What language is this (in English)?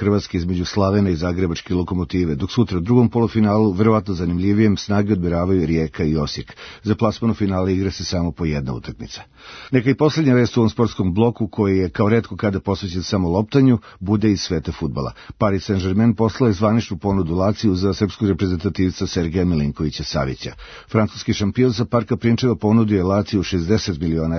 Serbian